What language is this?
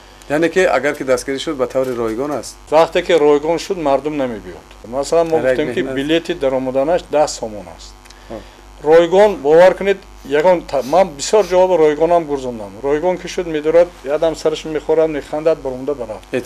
Tajik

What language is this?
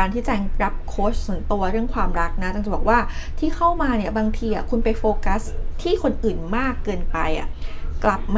Thai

